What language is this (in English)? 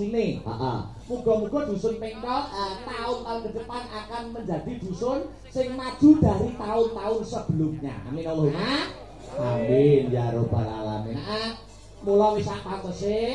Javanese